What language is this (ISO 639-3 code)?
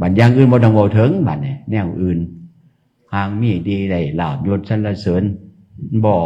tts